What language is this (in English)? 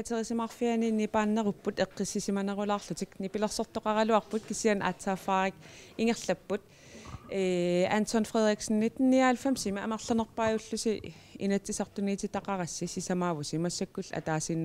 Kalaallisut